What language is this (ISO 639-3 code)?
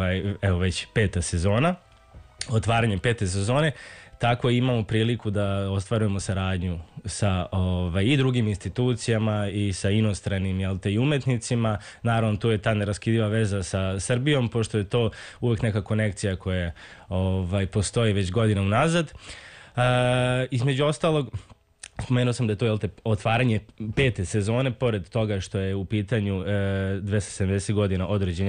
srp